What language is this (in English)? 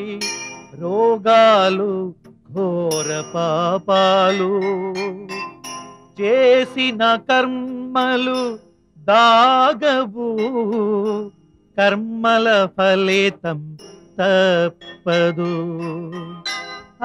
Telugu